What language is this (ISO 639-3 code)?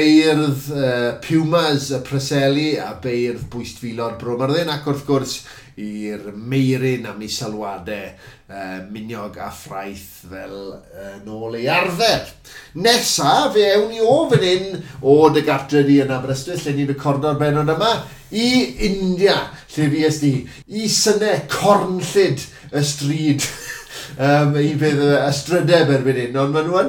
cym